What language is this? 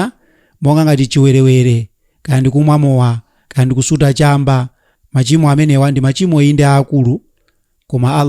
Nyanja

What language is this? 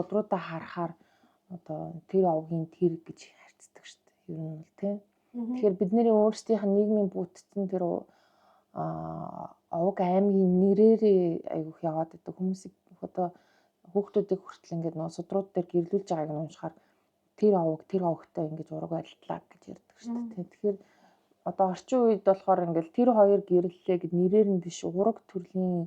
Mongolian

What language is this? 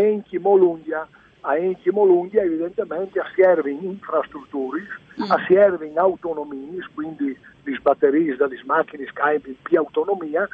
Friulian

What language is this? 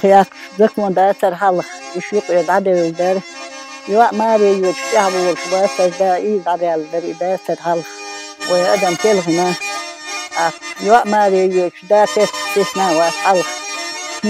Chechen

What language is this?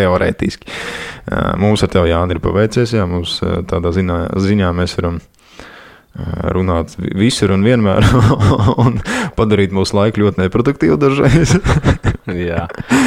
Latvian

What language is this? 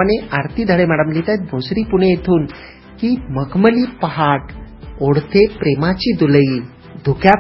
Marathi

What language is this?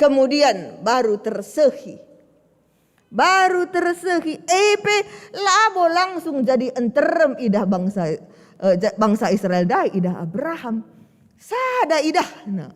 Batak Karo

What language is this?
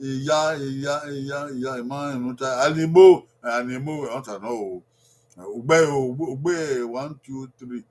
Bini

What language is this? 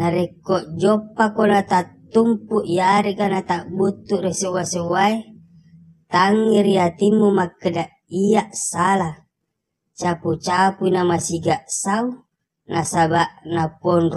Buginese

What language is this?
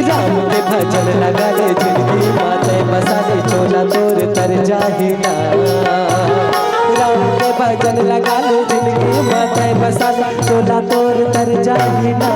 Chhattisgarhi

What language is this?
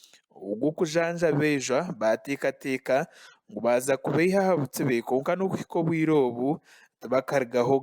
Nyankole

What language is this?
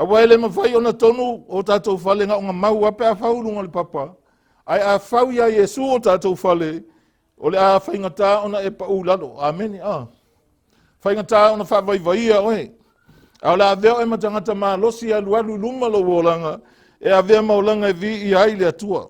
Samoan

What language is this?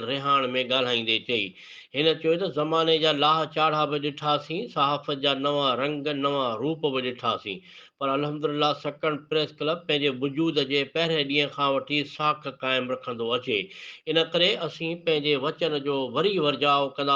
Sindhi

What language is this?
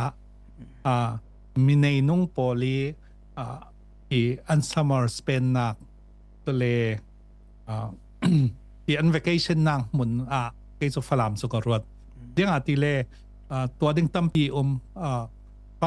Falam Chin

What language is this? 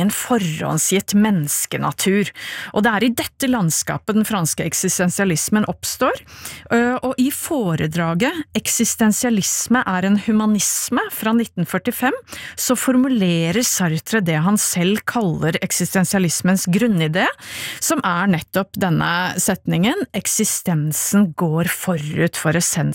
Norwegian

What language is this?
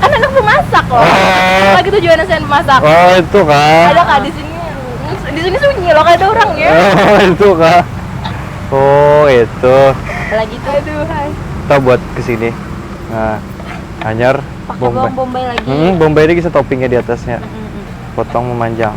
Banjar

